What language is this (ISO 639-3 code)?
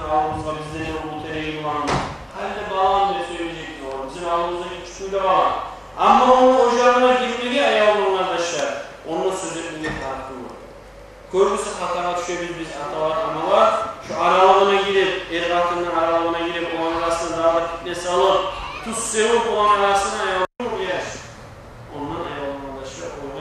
kum